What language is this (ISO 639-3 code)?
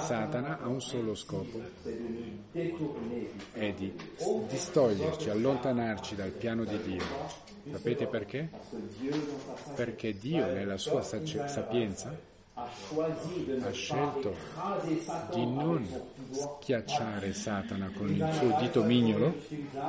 ita